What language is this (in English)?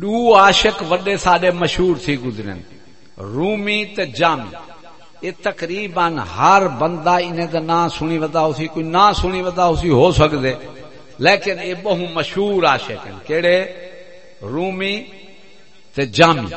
Saraiki